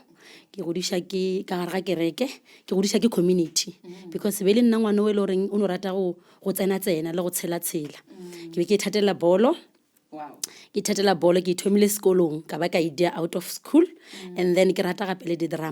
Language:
Northern Sotho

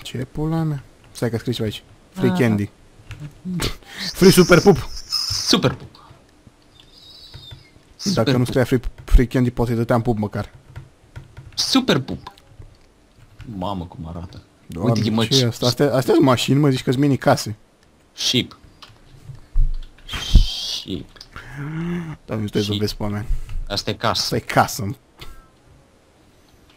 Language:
Romanian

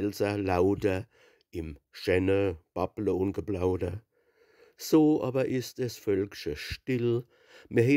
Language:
Palatine German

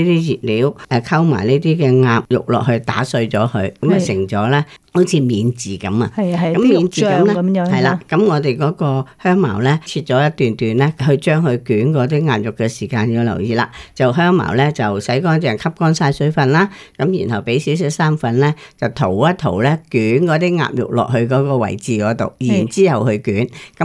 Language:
Cantonese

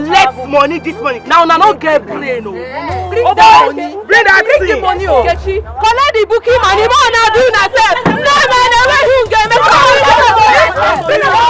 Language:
Nigerian Pidgin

